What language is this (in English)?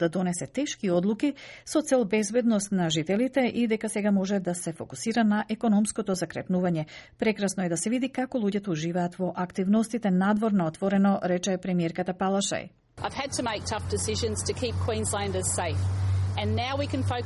Macedonian